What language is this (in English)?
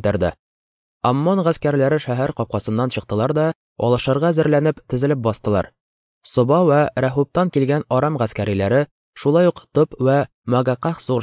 Tatar